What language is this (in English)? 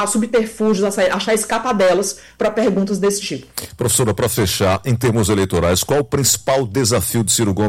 Portuguese